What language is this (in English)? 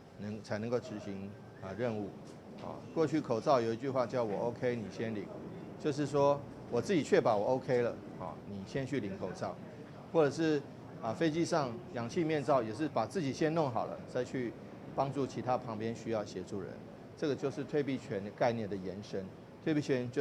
Min Nan Chinese